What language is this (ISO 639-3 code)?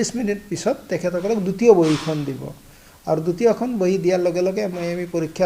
asm